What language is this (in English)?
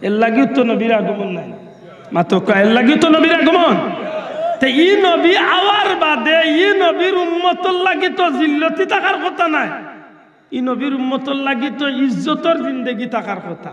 Sylheti